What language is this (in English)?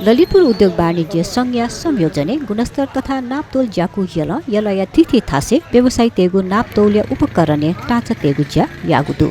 Newari